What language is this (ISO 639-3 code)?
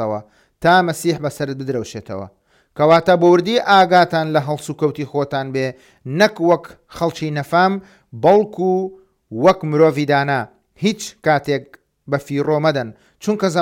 ckb